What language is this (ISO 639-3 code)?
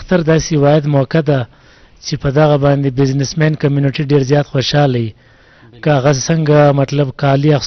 bgp